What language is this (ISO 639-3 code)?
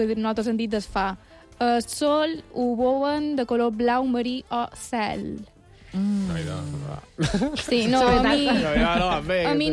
cat